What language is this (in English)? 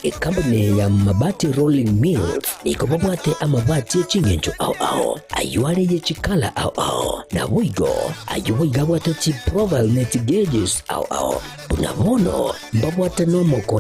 Gusii